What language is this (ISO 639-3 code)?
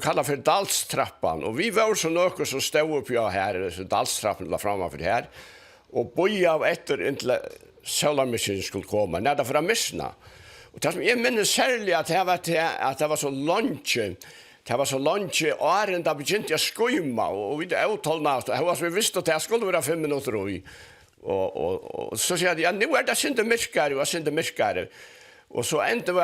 fao